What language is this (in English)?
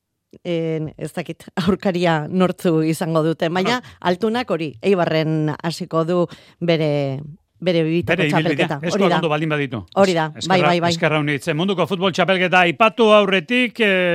Basque